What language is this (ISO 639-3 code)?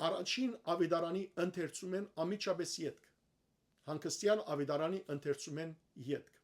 hyw